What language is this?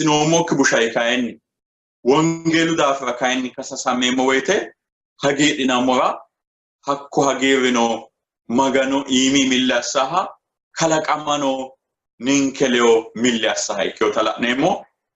Sidamo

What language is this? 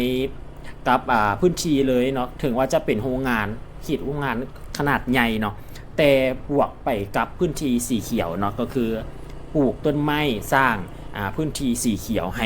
Lao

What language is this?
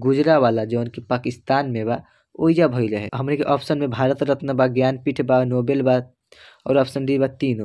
Bhojpuri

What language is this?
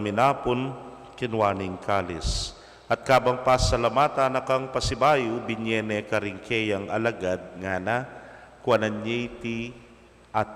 Pampanga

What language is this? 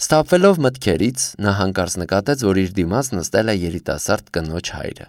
Armenian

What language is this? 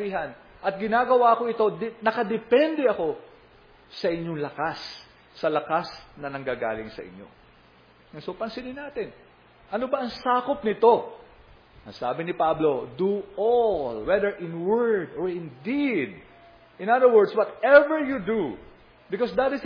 Filipino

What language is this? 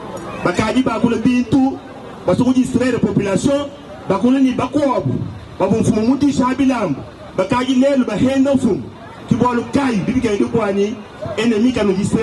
Luba-Lulua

